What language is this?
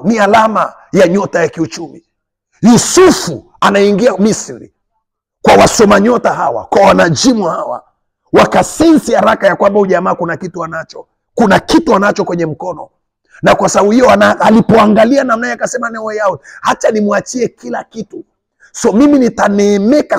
Swahili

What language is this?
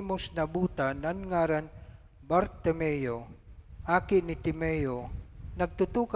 Bikol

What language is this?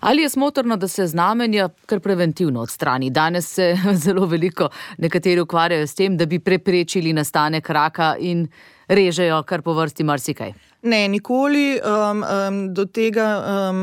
Slovenian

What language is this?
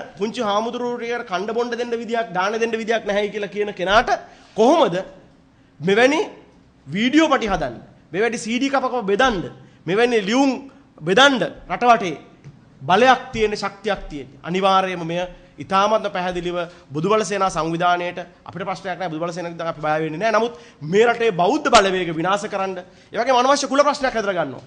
Sinhala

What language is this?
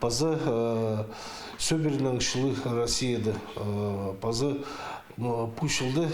Khakas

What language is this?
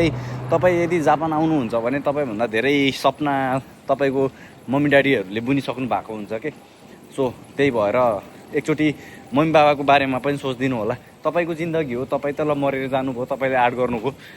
Nepali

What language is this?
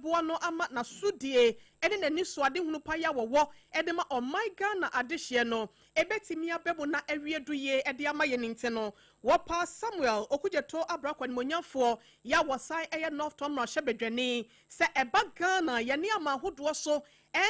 Akan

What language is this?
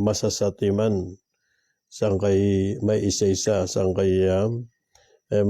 Maranao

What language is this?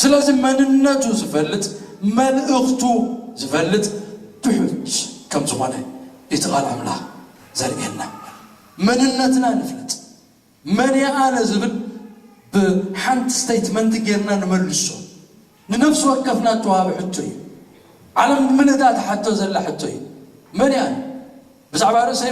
Tigrinya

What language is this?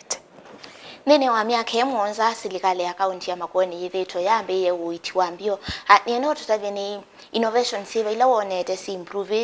Kamba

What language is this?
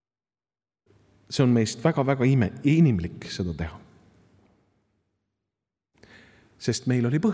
Estonian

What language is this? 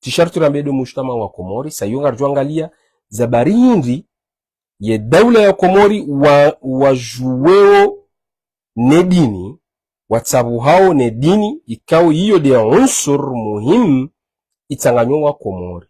Ngazidja Comorian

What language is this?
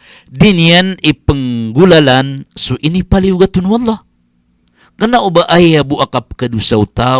Maranao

